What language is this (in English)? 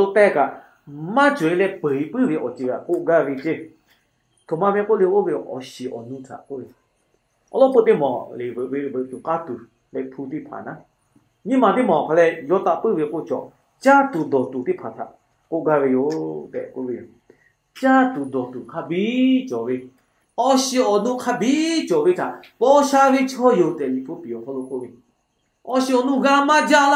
Lahu